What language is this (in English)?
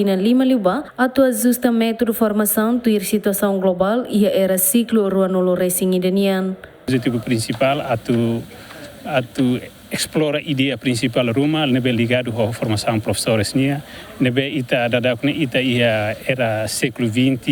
Tetum